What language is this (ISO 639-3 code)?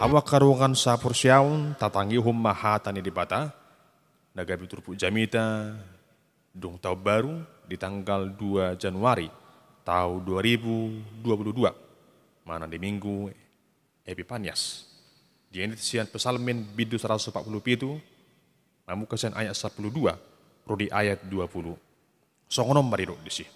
bbc